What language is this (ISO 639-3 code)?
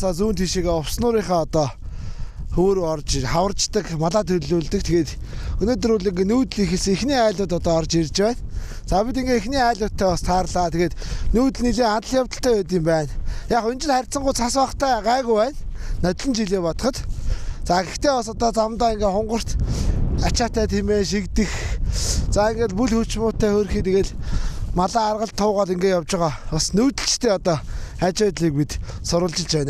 mon